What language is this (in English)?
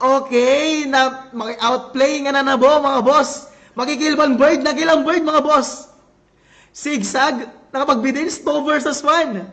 Waray